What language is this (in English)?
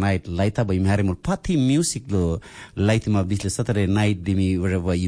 Tok Pisin